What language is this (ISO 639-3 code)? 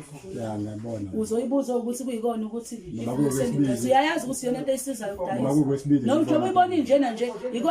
zul